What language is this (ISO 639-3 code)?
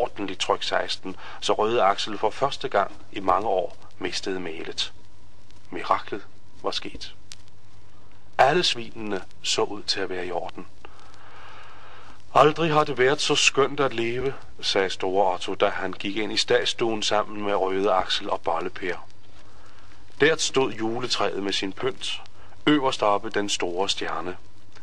dan